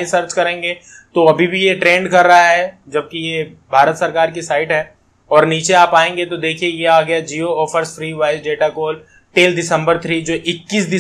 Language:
Hindi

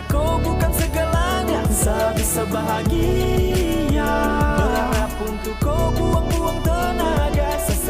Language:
Ambonese Malay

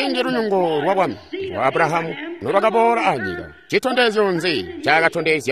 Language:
Tonga (Zambia)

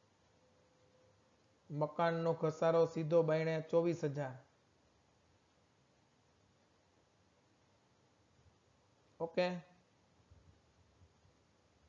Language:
Gujarati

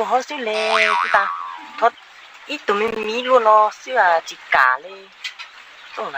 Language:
Hmong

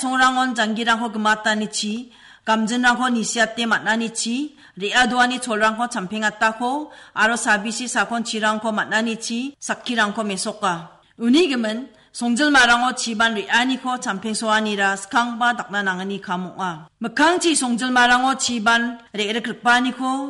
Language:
Garo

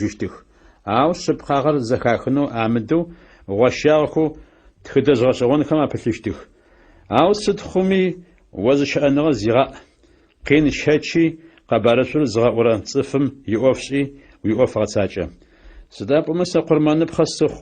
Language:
Adyghe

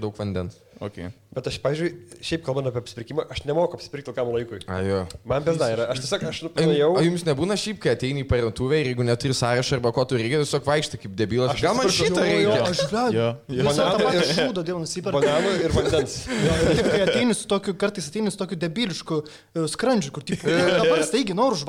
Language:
Lithuanian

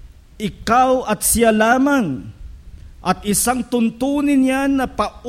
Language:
Filipino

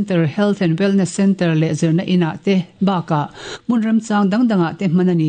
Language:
Mizo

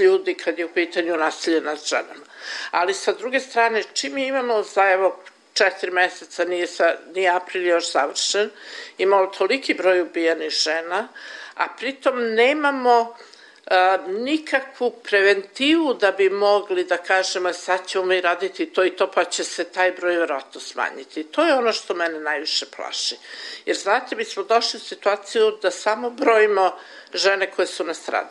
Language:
Serbian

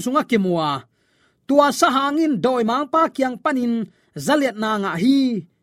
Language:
Tedim Chin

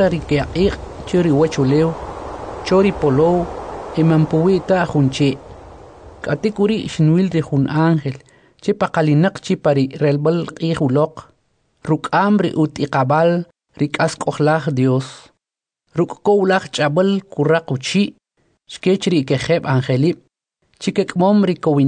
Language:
Kʼicheʼ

